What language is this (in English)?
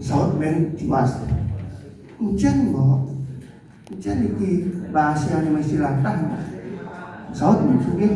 Balinese